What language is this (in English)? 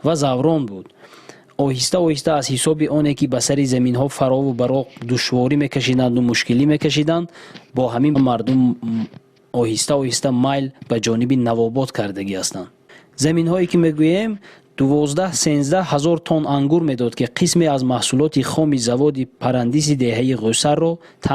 Tajik